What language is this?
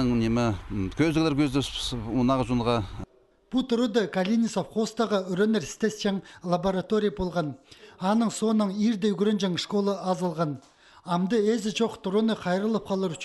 Khakas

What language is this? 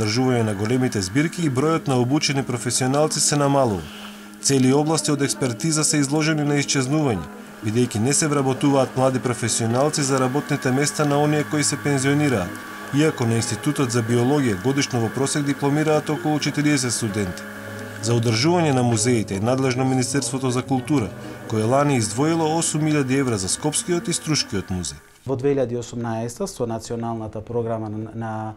Macedonian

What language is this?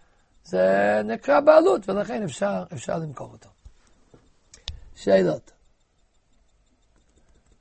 Hebrew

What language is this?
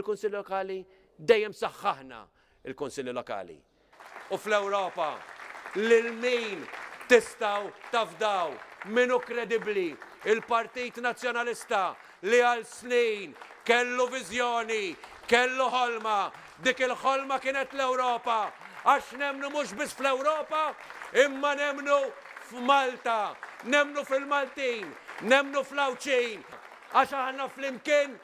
Maltese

